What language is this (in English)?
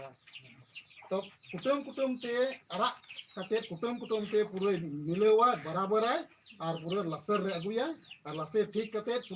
Santali